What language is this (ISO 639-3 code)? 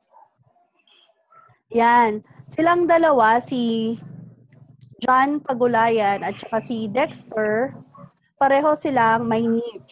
fil